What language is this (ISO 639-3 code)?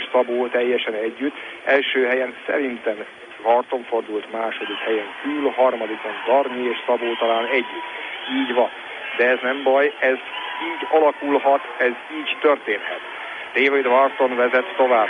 hun